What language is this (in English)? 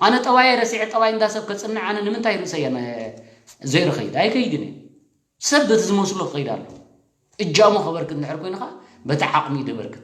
Tigrinya